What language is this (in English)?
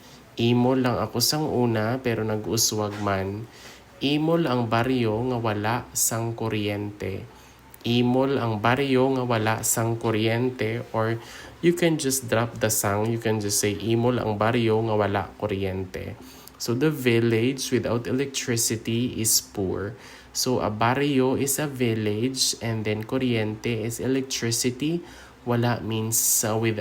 Hiligaynon